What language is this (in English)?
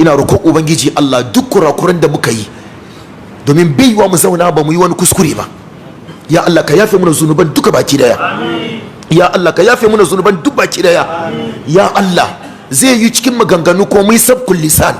Hausa